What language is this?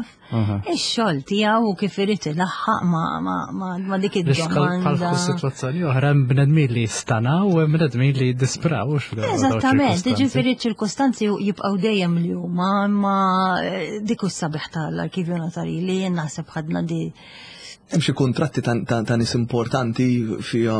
Maltese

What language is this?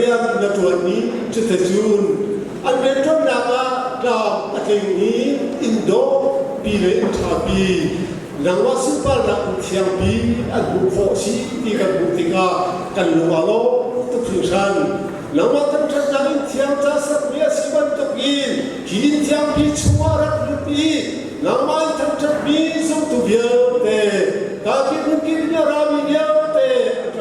Hakha Chin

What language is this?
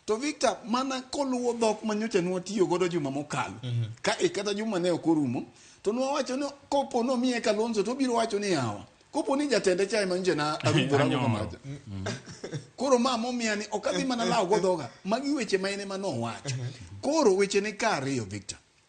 Luo (Kenya and Tanzania)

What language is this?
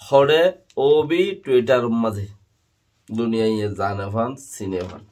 Rohingya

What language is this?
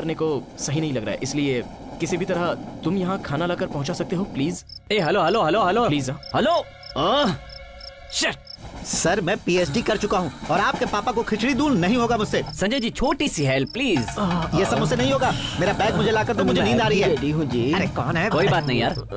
Hindi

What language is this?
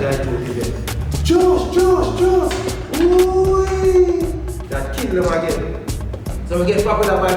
Jamaican Creole English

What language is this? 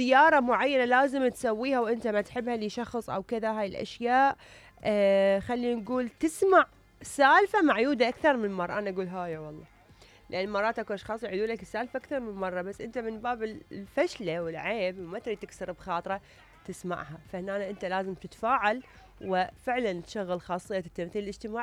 Mesopotamian Arabic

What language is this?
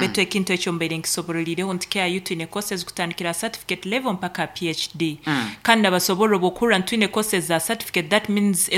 Nyoro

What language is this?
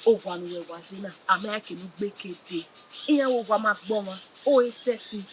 Bini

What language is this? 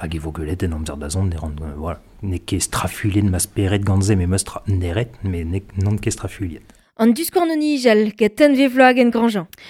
Breton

